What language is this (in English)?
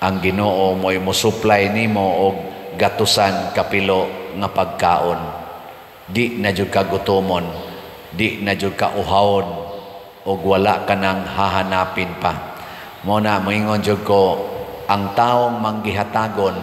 Cebuano